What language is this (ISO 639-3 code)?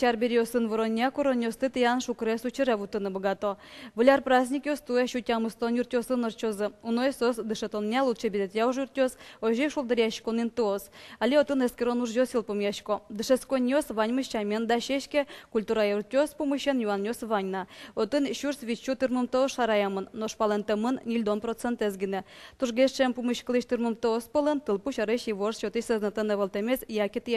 udm